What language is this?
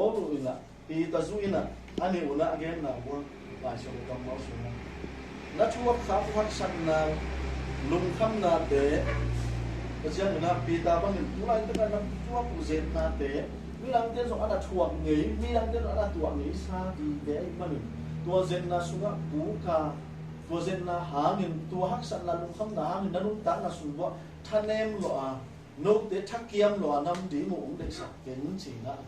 Tedim Chin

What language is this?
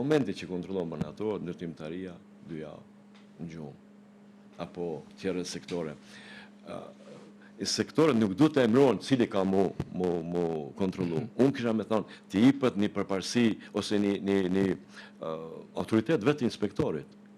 Albanian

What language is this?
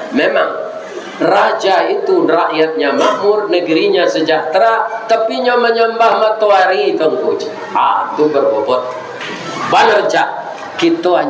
Minangkabau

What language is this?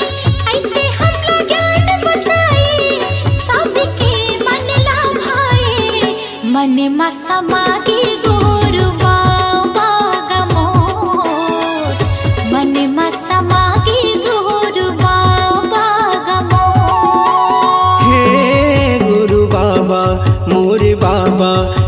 Chhattisgarhi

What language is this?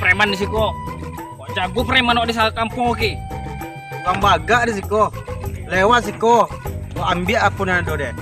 Minangkabau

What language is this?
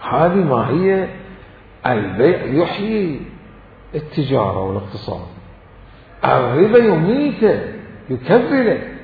Mesopotamian Arabic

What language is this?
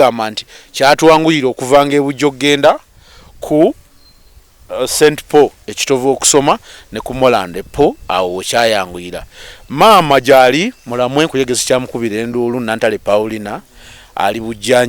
Ganda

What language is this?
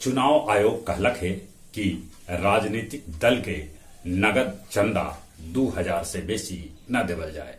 Magahi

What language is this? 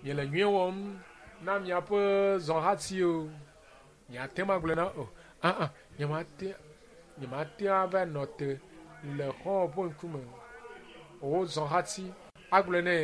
Ewe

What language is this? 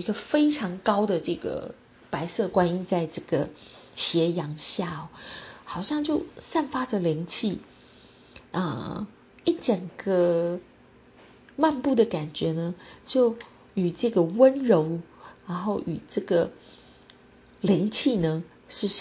Chinese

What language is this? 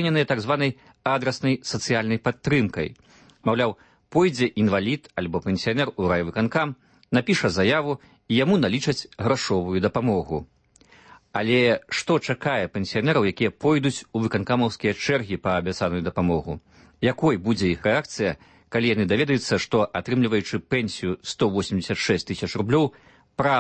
Belarusian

